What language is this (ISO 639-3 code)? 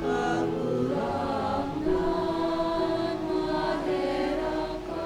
bik